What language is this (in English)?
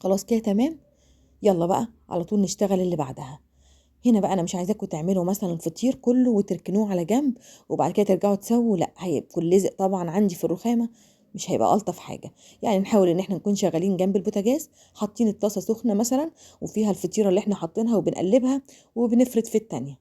Egyptian Arabic